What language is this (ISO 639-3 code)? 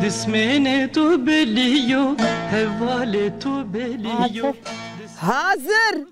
zza